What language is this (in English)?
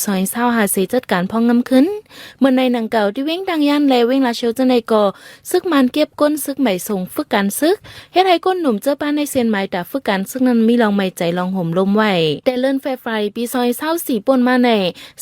Shan